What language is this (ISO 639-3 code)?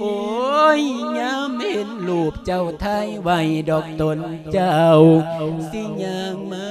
lao